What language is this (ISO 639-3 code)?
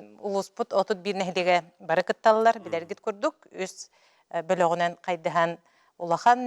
sah